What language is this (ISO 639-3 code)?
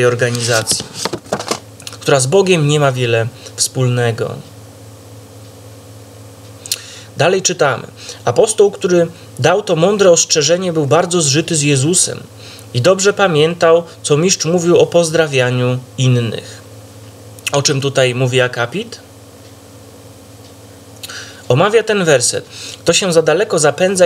pol